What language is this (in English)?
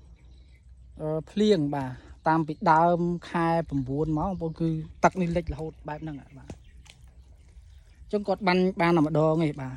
Khmer